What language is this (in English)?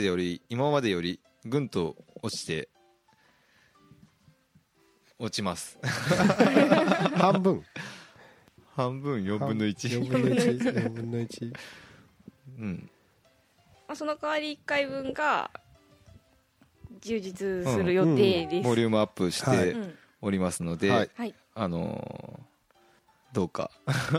Japanese